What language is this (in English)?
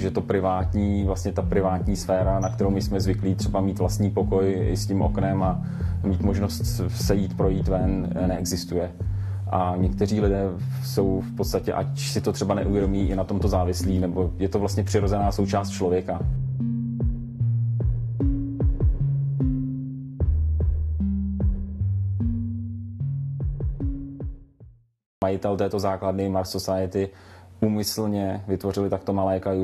Czech